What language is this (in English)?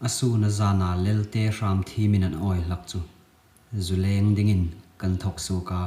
Hmar